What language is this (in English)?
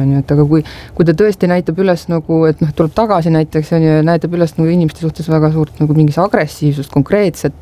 Estonian